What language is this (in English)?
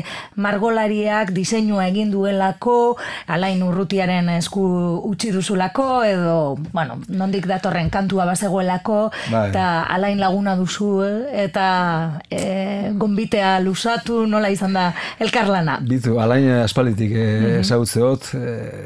Basque